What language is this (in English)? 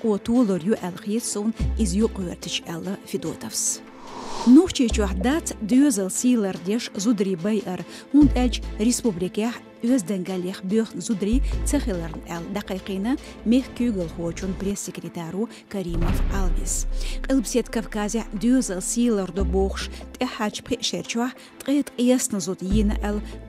Chechen